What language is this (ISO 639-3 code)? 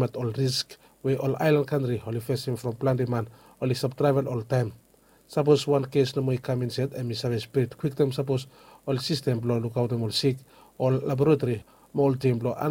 bis